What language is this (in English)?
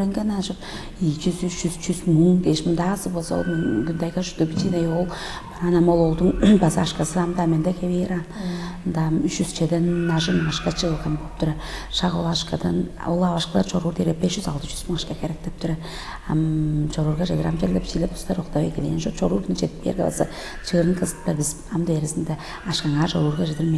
Tuvinian